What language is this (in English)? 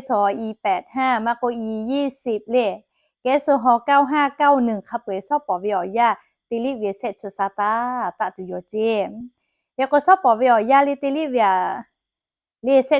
Lahu